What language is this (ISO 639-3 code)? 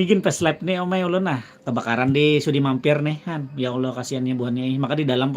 bjn